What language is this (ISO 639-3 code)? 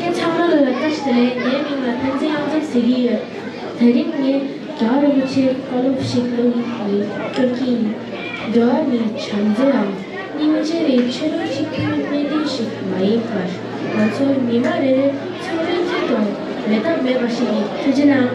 bod